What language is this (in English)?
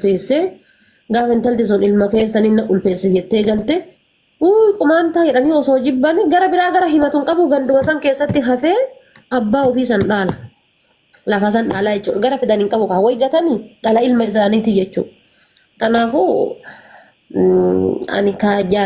Oromo